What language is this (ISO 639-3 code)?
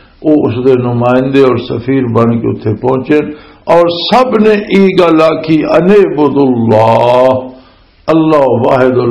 lah